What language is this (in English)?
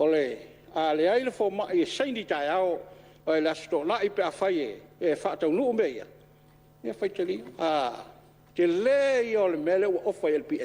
Samoan